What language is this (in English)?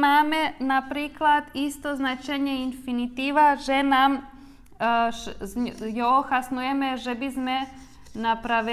Rusyn